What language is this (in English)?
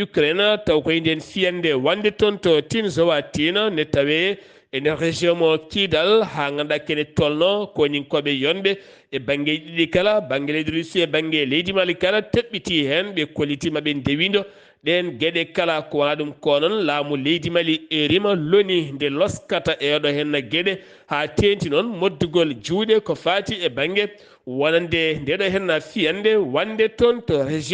Fula